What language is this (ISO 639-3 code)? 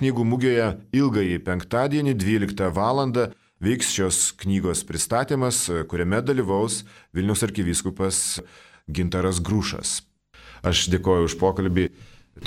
lit